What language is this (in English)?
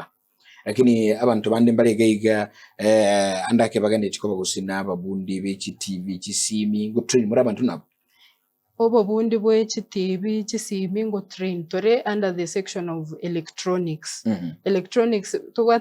Gusii